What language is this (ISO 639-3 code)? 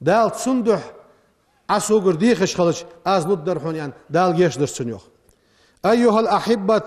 inh